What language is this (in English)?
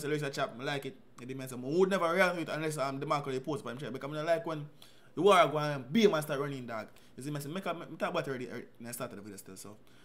Jamaican Creole English